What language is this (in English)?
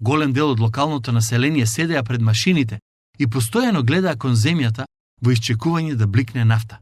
Macedonian